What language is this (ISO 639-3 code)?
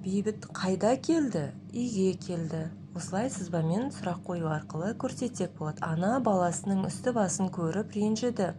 kaz